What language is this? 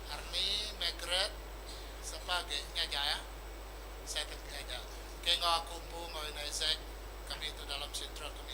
Iban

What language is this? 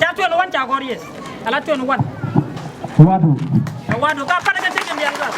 Nuer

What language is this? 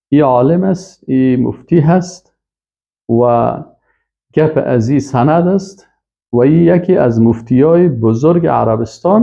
Persian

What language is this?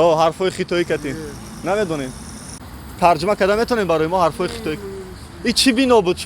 Tajik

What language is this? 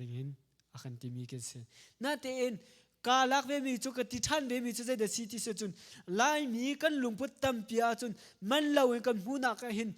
Hakha Chin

